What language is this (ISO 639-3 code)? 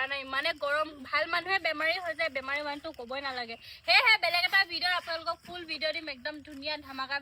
asm